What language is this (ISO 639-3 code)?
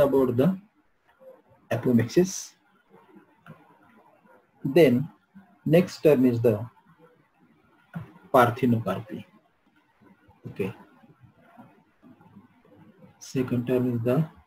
eng